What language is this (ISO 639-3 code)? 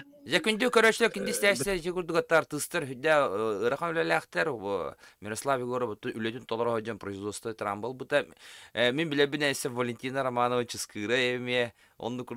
sah